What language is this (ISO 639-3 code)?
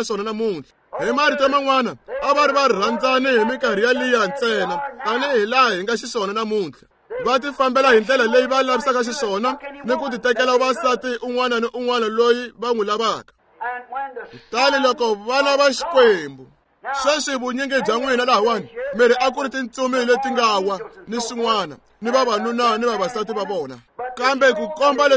tso